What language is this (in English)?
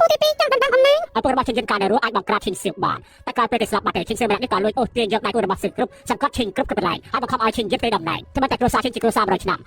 Khmer